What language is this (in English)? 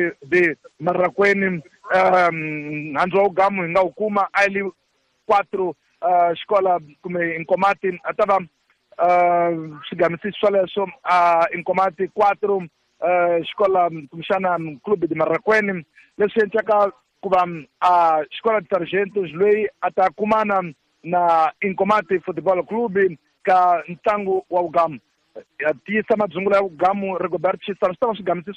Tsonga